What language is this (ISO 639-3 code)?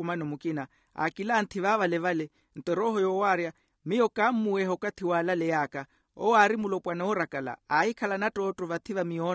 vmw